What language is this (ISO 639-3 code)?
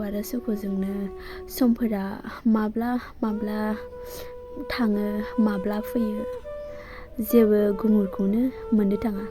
brx